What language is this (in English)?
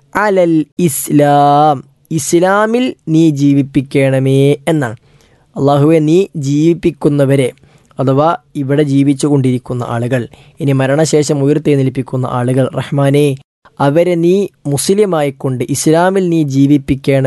Malayalam